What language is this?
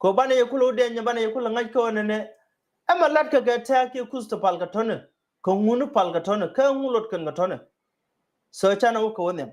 Nuer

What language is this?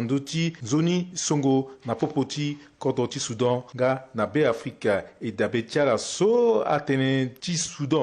Sango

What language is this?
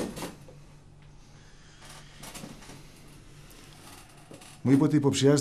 Greek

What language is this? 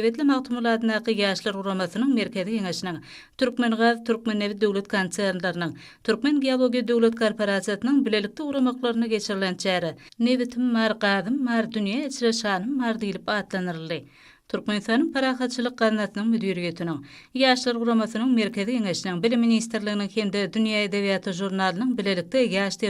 Turkmen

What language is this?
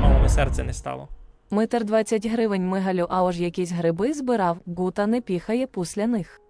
Rusyn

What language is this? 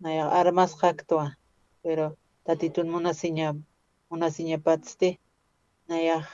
Aymara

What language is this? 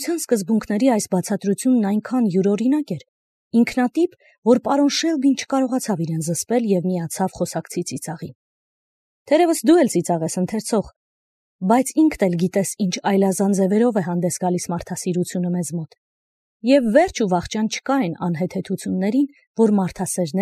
Armenian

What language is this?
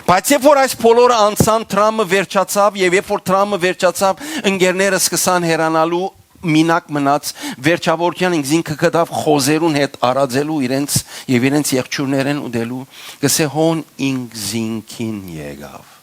Western Armenian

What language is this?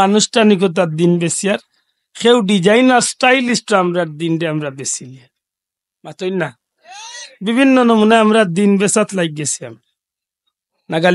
Sylheti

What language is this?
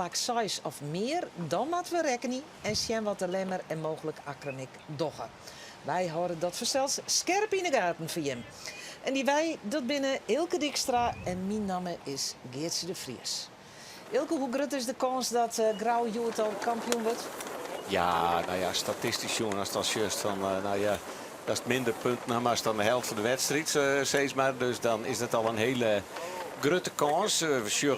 Western Frisian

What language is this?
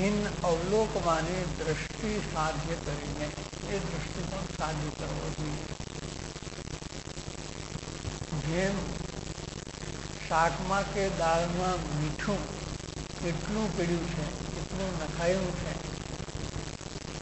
Gujarati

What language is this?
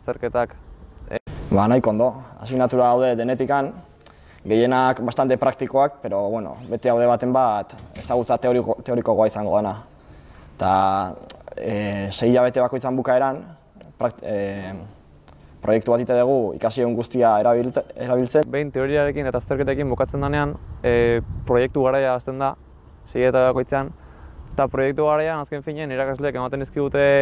Basque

